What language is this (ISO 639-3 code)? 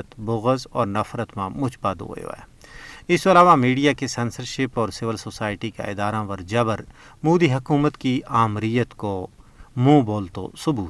gju